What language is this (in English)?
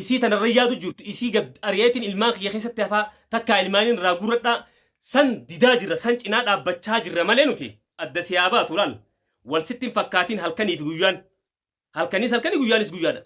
Oromo